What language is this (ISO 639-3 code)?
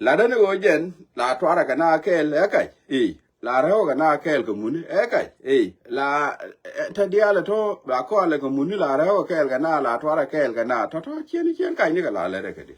nus